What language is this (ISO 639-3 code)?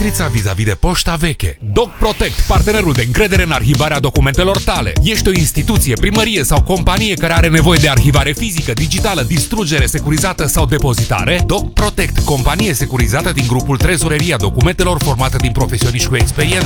ron